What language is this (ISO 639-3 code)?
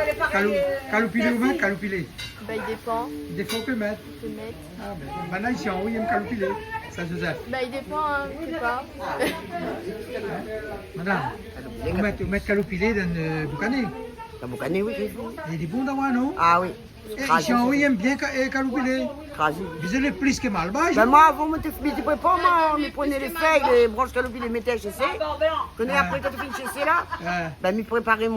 rcf